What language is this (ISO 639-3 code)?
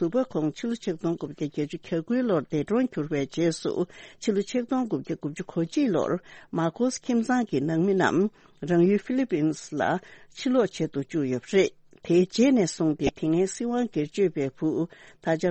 bod